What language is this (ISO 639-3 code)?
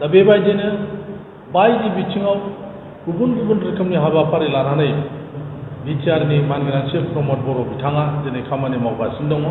brx